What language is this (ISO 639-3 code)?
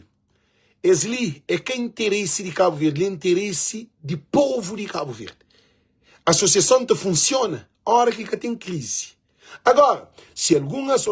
kea